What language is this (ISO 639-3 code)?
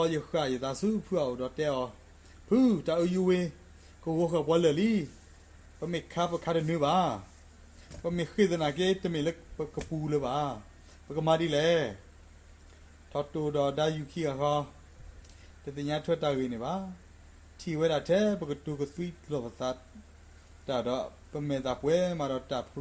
ksw